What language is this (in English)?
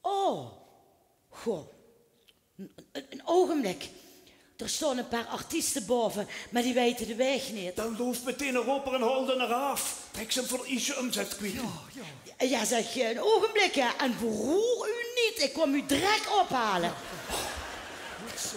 Limburgish